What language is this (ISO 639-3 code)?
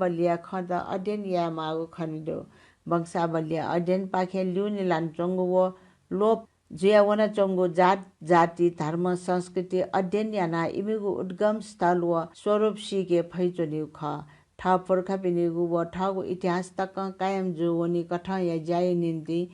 new